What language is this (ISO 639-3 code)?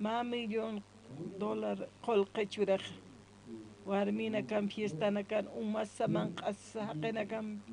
aym